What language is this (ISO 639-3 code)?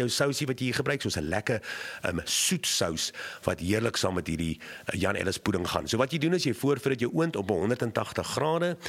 afr